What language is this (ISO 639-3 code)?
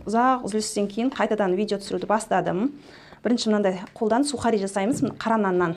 kaz